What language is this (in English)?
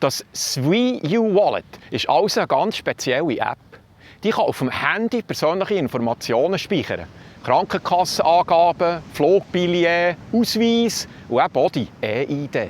Swiss German